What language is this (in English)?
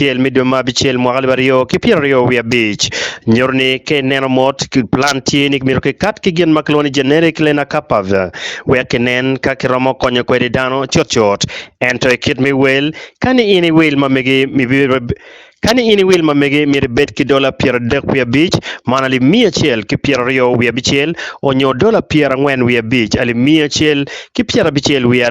Acoli